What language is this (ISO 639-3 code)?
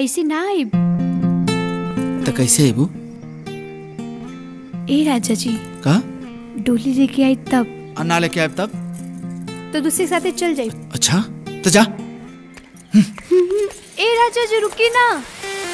bho